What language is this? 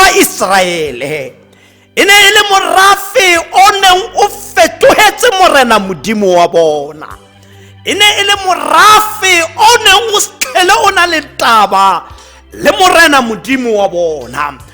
Tswana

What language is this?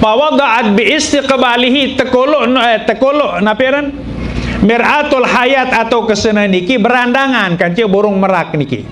Sasak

